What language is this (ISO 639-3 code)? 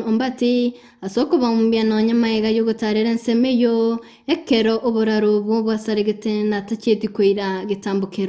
guz